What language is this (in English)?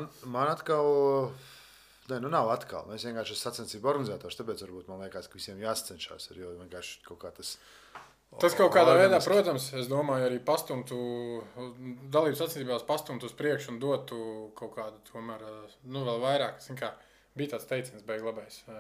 Latvian